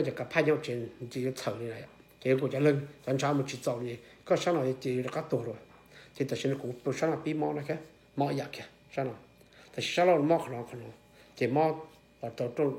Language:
Hmong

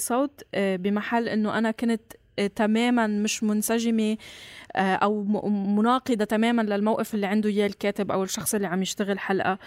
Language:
North Levantine Arabic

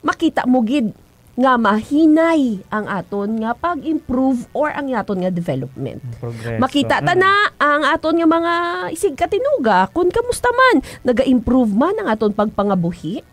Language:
Hiligaynon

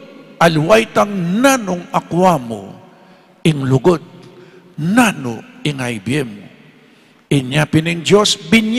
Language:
Pampanga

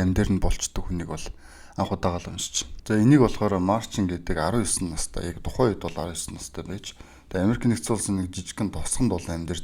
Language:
Mongolian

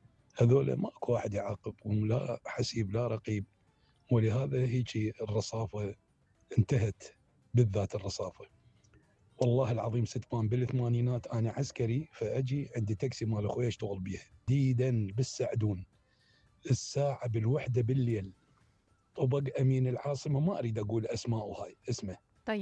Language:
Mesopotamian Arabic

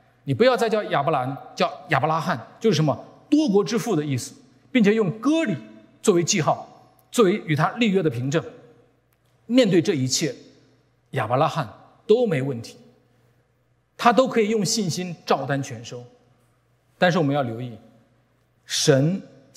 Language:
Chinese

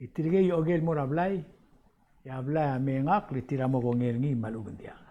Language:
Palauan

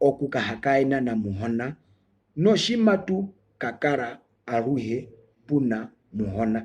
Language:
Herero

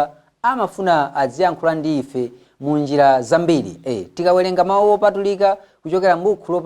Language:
Nyanja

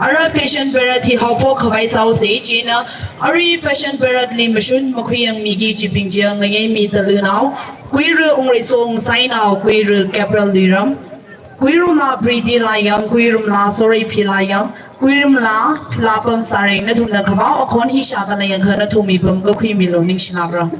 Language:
Tangkhul Naga (India)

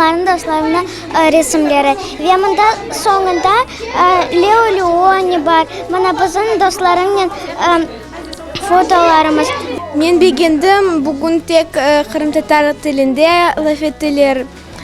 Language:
Crimean Tatar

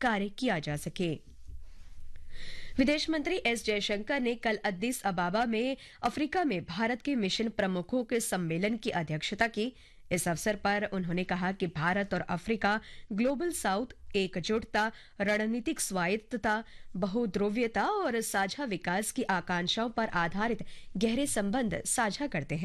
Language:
Hindi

